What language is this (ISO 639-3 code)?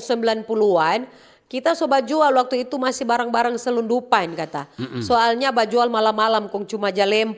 xmm